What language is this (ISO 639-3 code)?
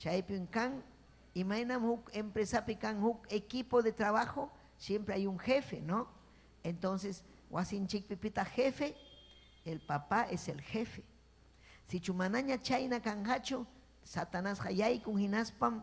quy